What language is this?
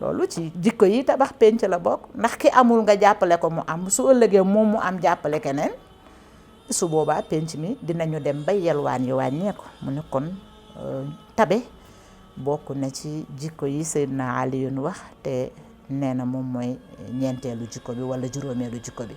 Wolof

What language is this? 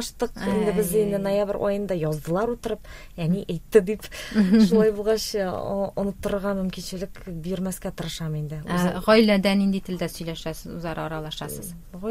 Tatar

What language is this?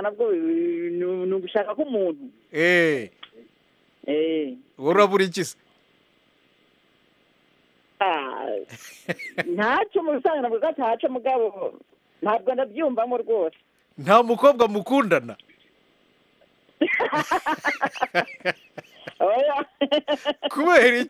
Kinyarwanda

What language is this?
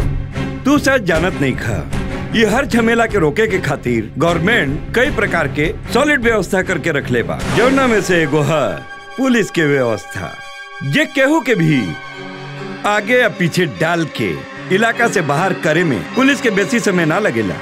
Bhojpuri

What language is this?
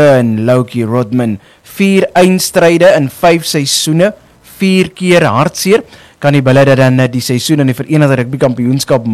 Afrikaans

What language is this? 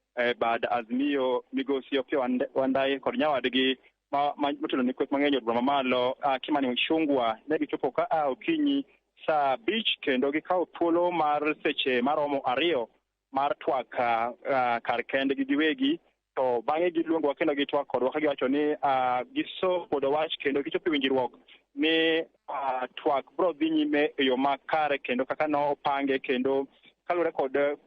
Luo (Kenya and Tanzania)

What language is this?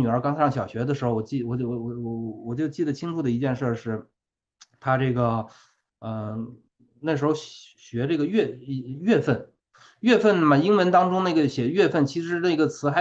Chinese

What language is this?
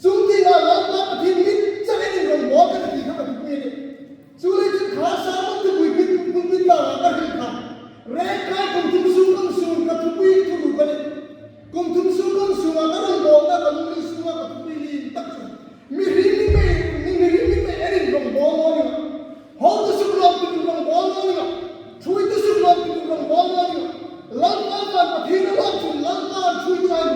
Hmar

